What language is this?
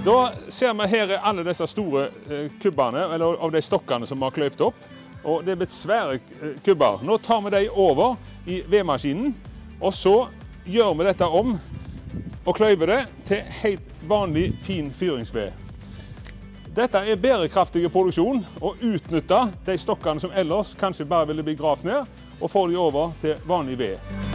Norwegian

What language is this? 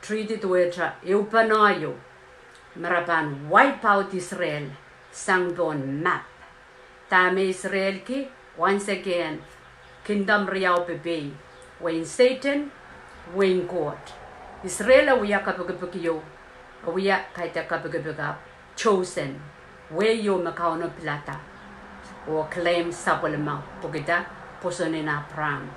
Pohnpeian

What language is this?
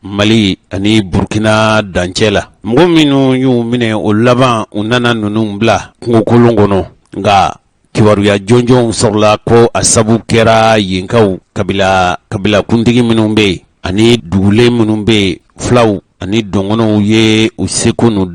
Bambara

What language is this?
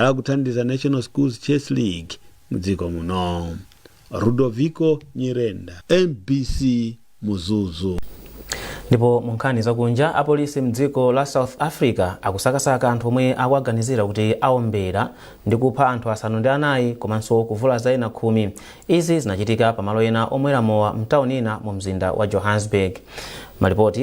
Nyanja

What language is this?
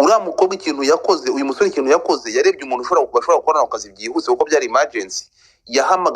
Kinyarwanda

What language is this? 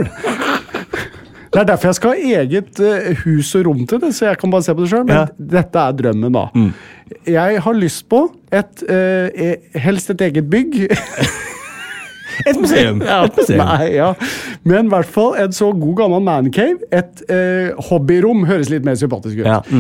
Norwegian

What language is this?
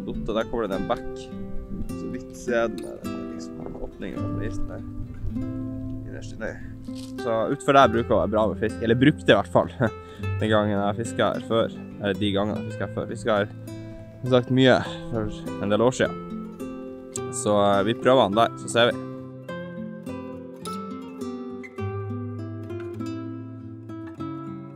Norwegian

